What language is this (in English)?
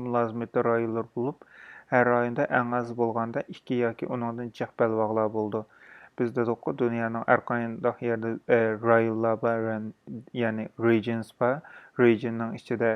Uyghur